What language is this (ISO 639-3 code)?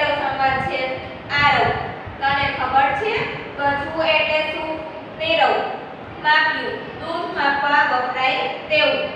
guj